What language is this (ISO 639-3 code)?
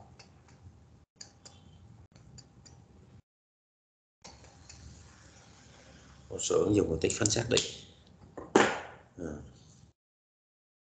vie